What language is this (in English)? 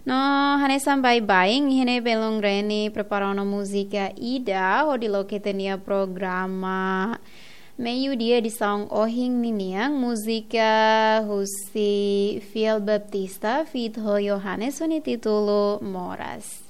Tetum